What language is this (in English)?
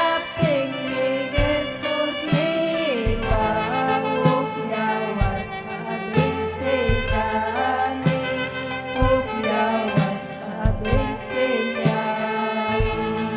Ayacucho Quechua